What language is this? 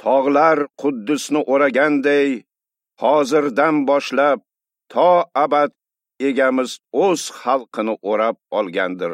Uzbek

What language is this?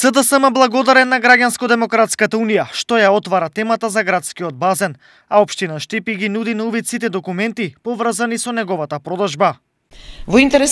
Macedonian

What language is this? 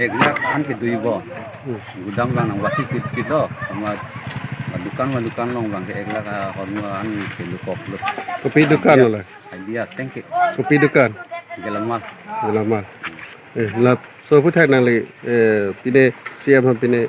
Karbi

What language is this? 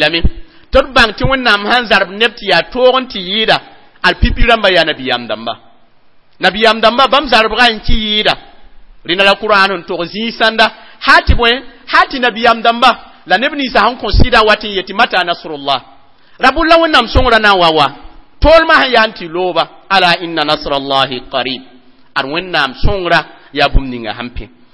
Mossi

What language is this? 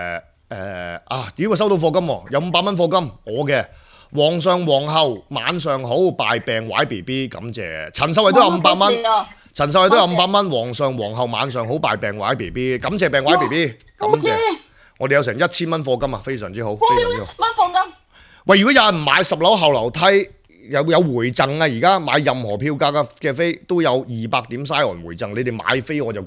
Cantonese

